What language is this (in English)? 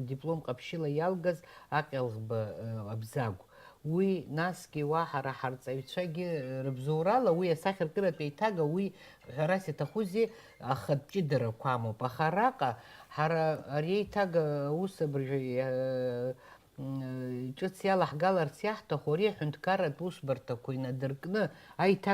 Abkhazian